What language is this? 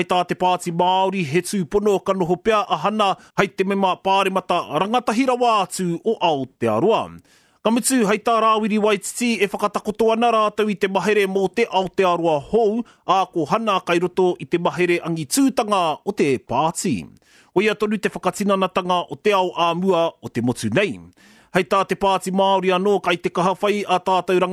Māori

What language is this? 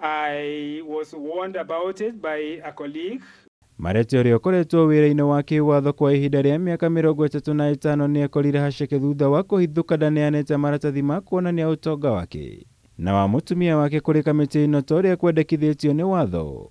Kikuyu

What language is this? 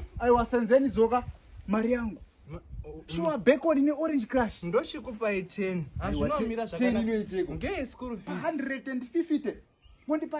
Shona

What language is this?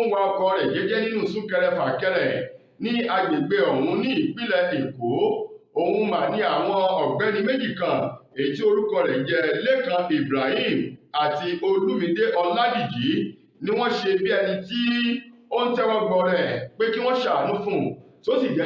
Yoruba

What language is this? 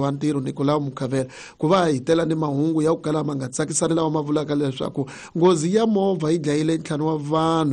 Tsonga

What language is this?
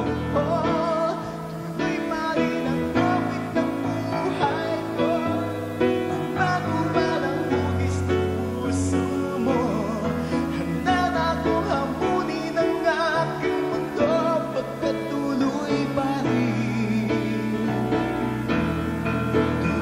Filipino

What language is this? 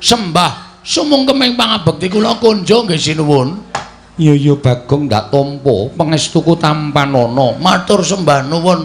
Javanese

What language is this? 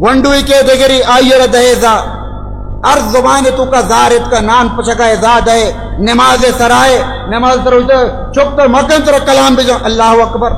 Baluchi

